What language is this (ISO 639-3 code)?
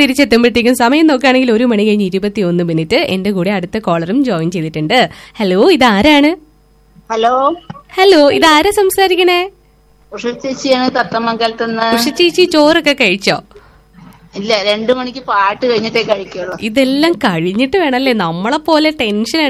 mal